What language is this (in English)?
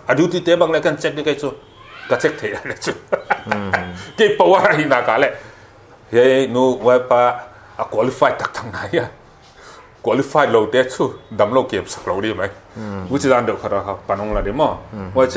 Paite Chin